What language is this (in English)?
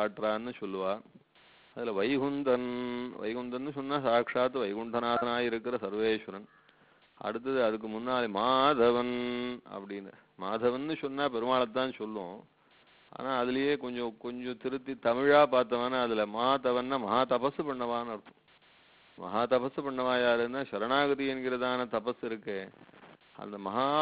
Tamil